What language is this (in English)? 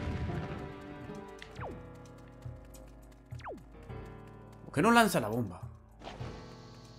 Spanish